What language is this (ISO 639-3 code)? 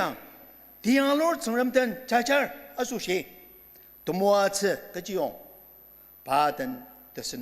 njo